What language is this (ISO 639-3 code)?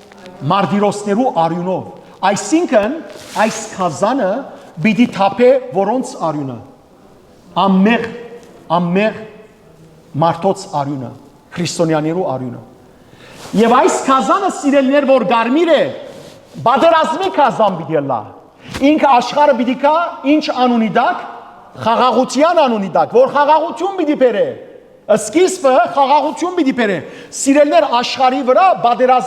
hyw